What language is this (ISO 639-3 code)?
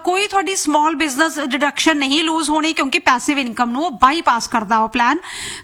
pan